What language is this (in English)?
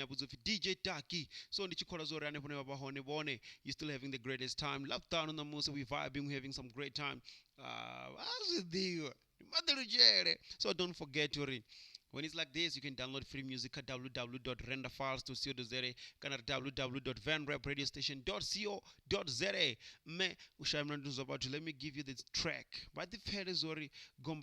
Venda